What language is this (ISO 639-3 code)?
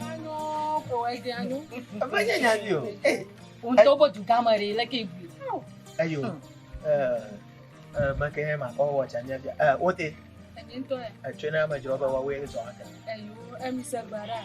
ewe